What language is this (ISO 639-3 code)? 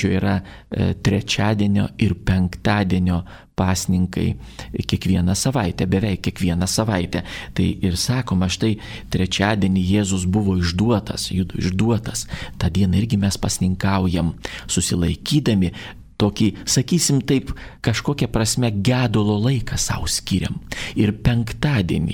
lit